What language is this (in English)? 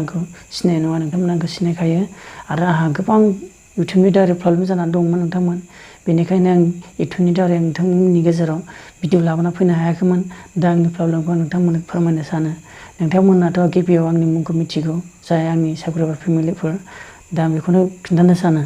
Bodo